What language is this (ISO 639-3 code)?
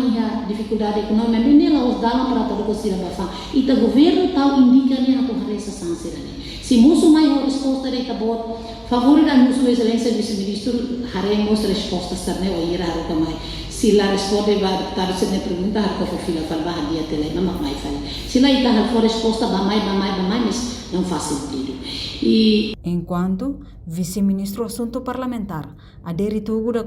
tet